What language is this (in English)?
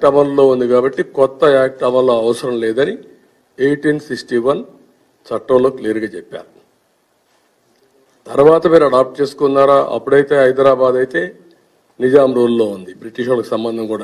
Telugu